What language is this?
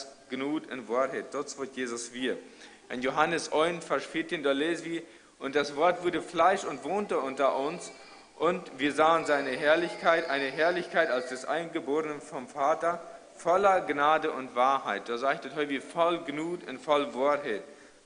Plautdietsch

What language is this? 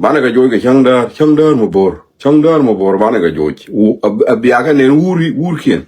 Nuer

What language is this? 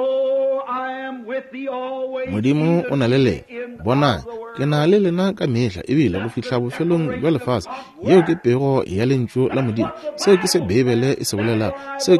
Northern Sotho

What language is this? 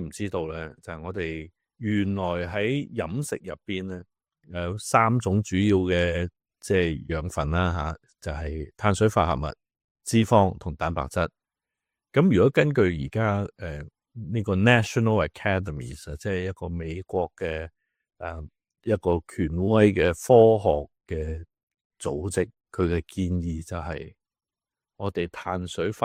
Cantonese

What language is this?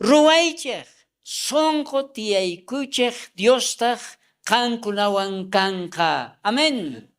South Bolivian Quechua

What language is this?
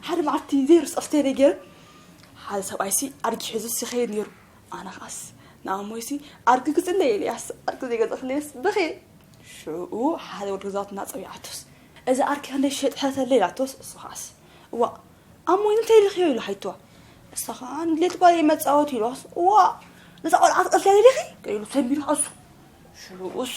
Tigrinya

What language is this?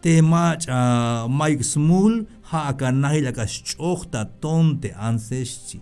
Tzeltal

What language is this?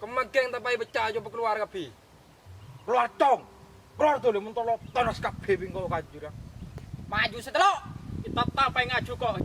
Madurese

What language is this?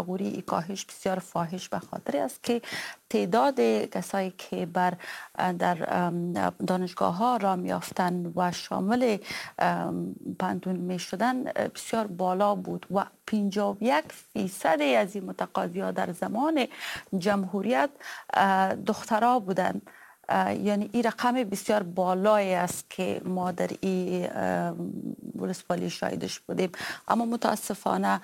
Persian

